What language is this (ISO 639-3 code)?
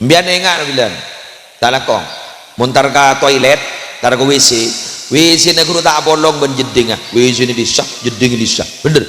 mad